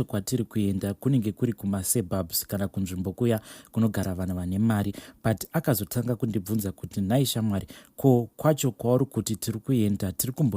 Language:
Shona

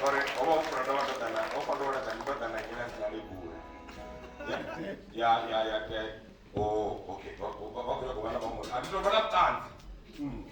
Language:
Venda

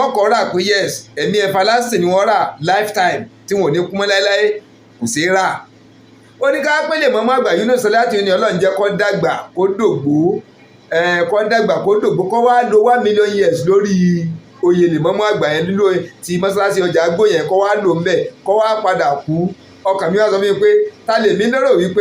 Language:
Yoruba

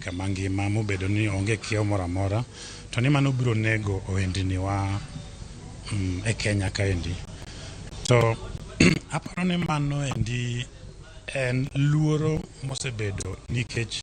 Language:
Luo (Kenya and Tanzania)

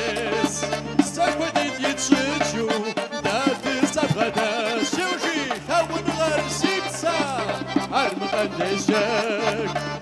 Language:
Kabardian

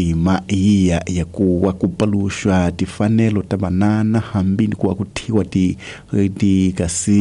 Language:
Tsonga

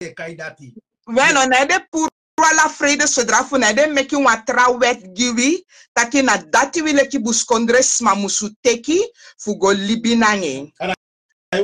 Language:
Sranan Tongo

